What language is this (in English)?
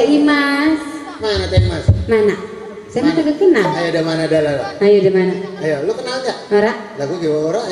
Betawi